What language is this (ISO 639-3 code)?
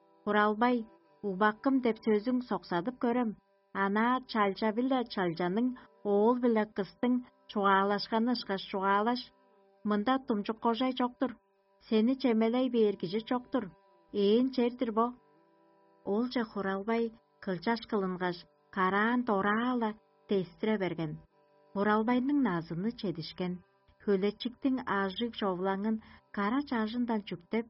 tyv